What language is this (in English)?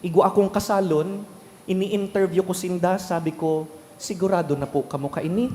Bikol